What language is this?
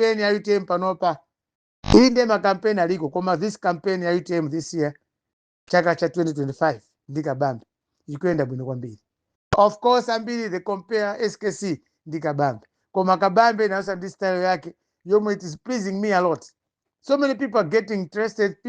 Nyanja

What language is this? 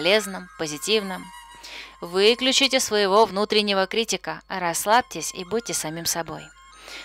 Russian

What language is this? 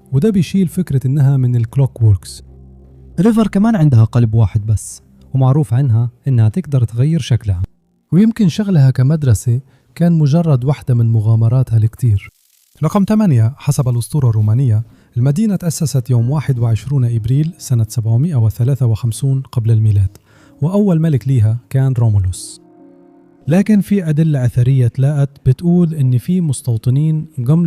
Egyptian Arabic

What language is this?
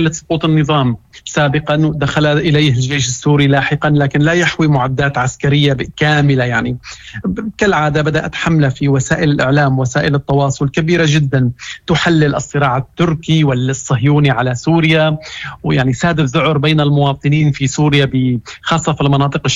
Moroccan Arabic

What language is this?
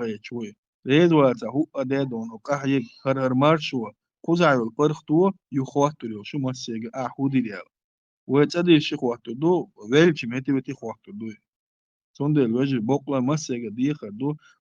Chechen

